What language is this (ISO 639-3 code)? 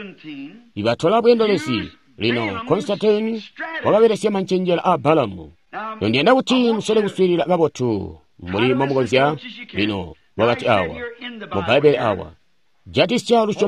toi